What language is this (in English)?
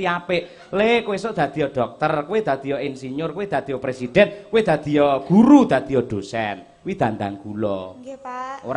Javanese